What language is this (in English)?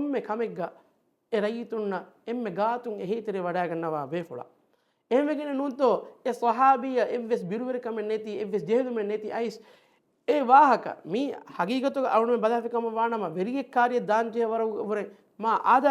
Divehi